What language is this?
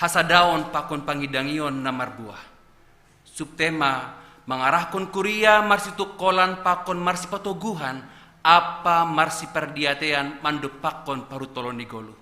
Batak Simalungun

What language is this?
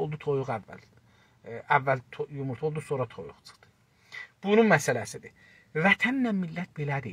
South Azerbaijani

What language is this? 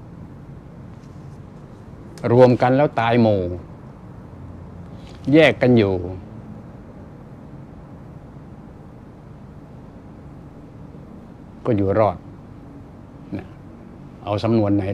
Thai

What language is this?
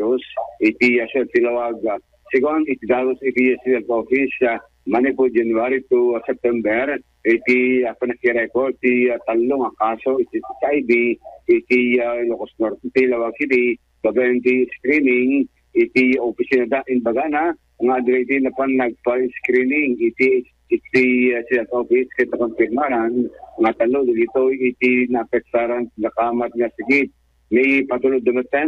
Iloko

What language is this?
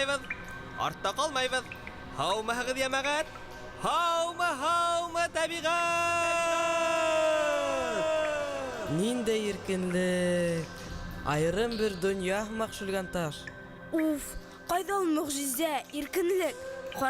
Bashkir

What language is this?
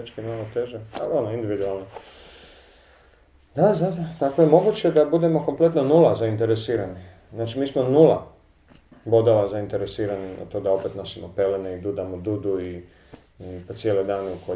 Croatian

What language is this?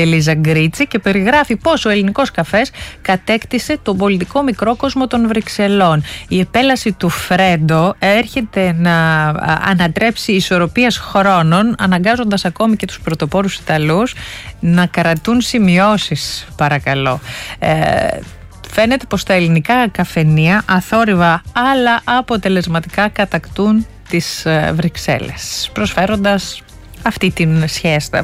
Greek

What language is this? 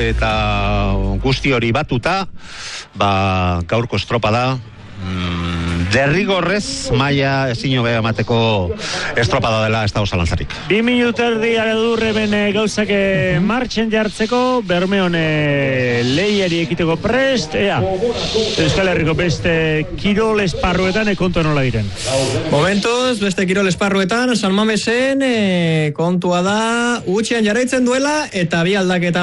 Basque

